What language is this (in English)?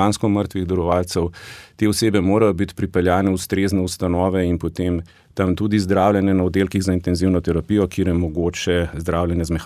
Slovenian